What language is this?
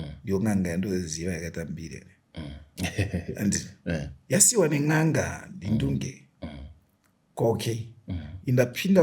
Shona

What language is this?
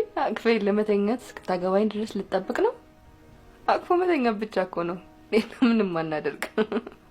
Amharic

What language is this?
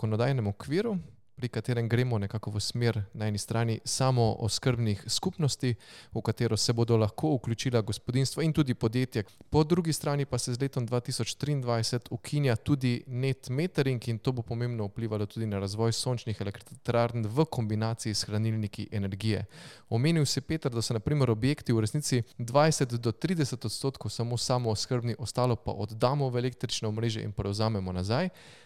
Slovenian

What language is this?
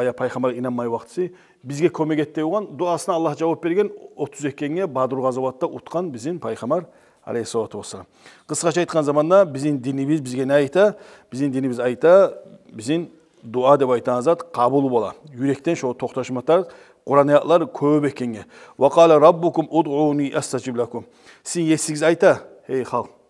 Kumyk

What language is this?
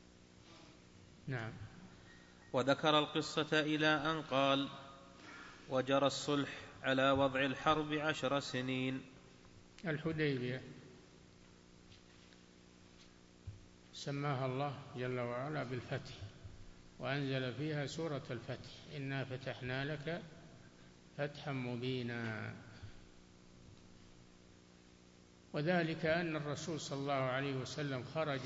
Arabic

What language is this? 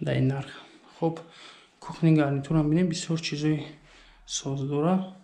Tajik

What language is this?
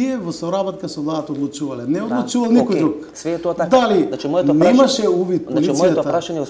Macedonian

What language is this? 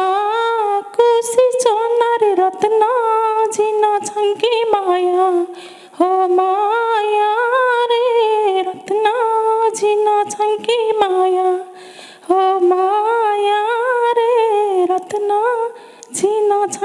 Newari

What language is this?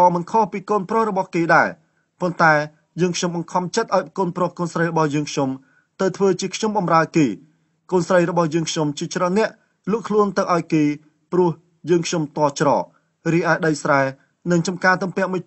Khmer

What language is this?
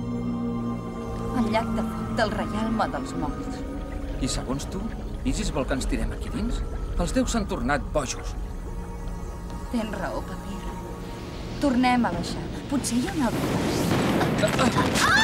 Catalan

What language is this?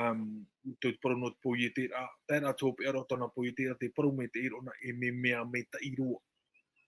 Tahitian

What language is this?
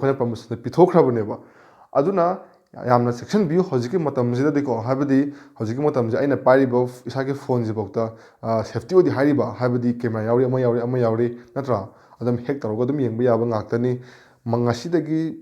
Manipuri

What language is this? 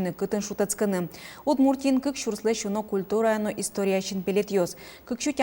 Udmurt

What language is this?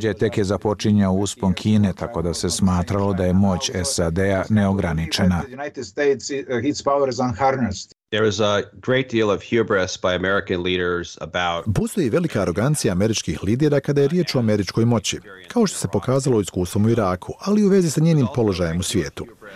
Bosnian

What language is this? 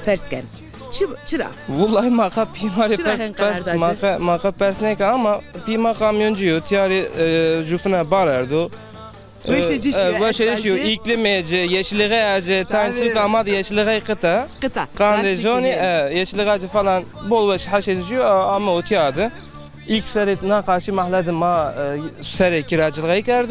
Zaza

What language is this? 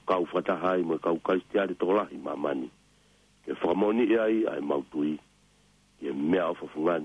Tongan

